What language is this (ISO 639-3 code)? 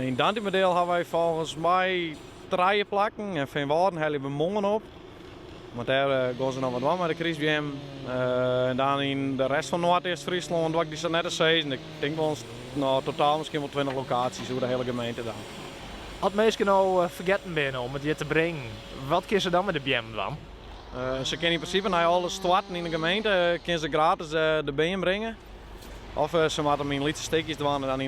fry